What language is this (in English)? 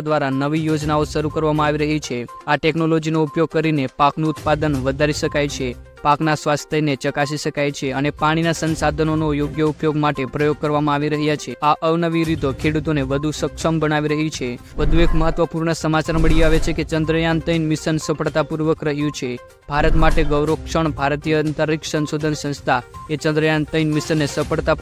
Gujarati